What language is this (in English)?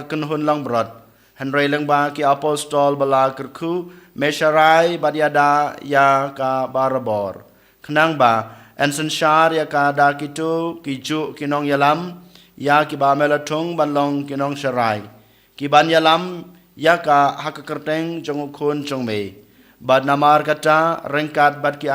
Khasi